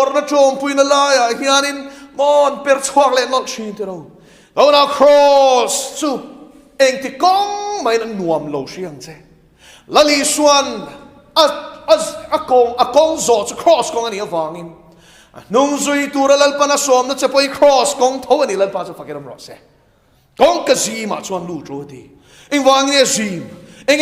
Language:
Mizo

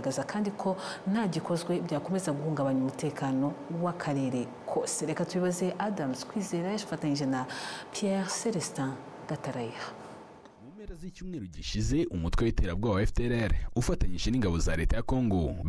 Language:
Kinyarwanda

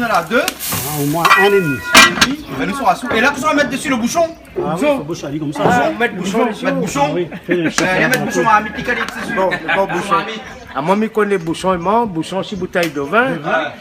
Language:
Réunion Creole French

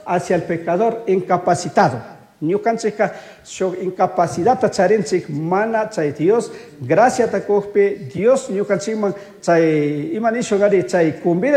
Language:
Chimborazo Highland Quichua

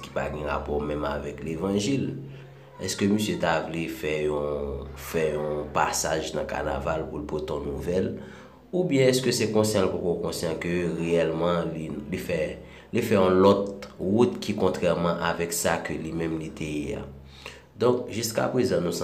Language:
Haitian Creole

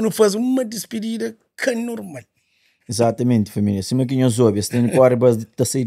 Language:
Kabuverdianu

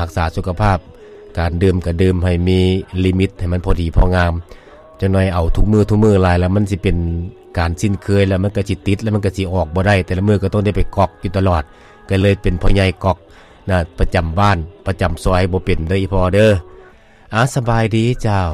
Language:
Lao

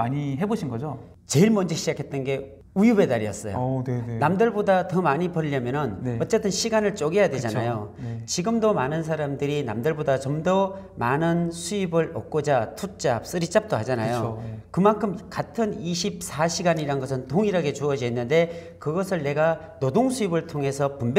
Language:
Korean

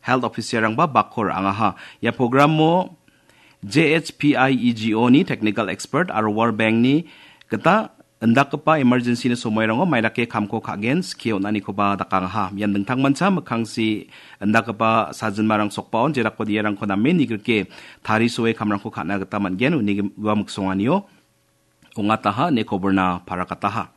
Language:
Garo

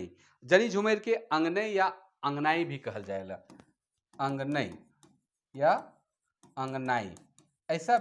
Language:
Sadri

